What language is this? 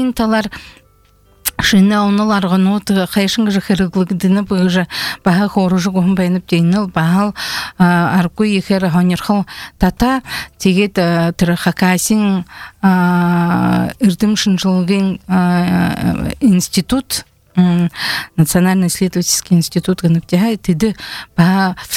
Buriat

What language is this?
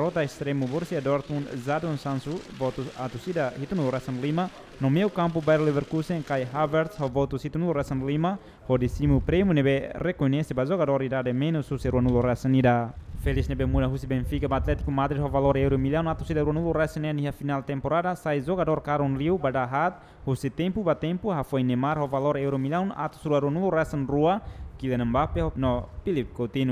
Tetum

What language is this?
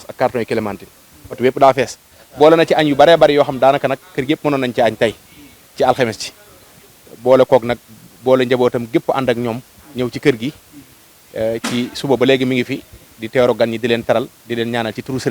Wolof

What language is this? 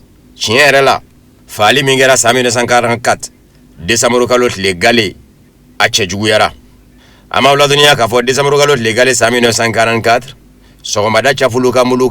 Bambara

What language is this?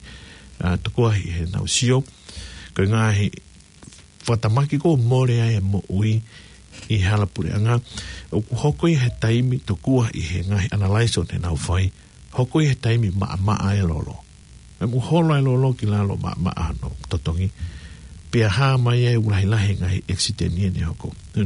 Tongan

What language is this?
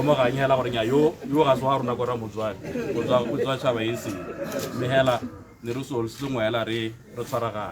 Tswana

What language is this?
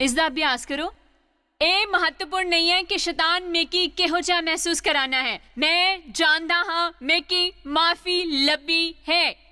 Dogri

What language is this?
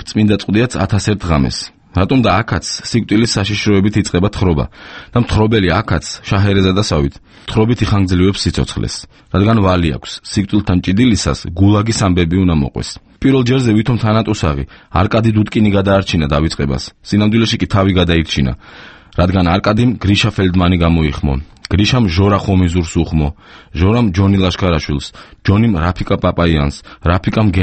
Georgian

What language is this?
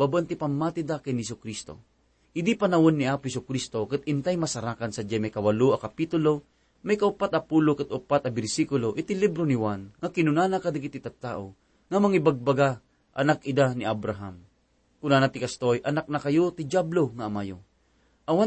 Iloko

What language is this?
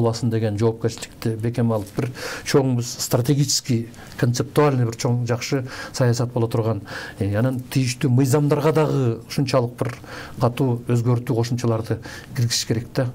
Kyrgyz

